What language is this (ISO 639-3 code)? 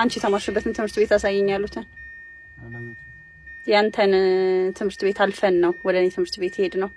amh